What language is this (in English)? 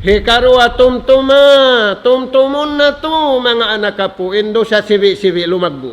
Tausug